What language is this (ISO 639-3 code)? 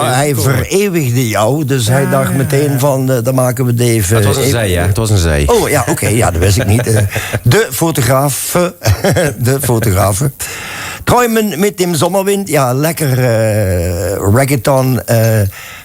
lim